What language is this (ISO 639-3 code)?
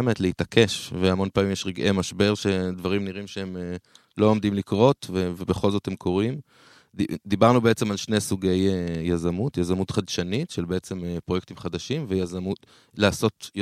heb